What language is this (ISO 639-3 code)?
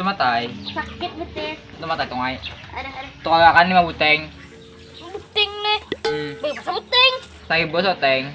bjn